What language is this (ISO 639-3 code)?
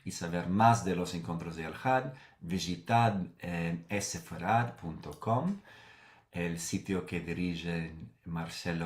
lad